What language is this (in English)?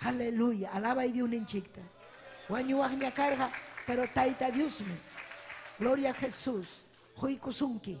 Ayacucho Quechua